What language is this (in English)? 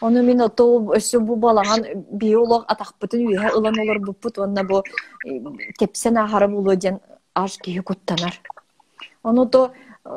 Yakut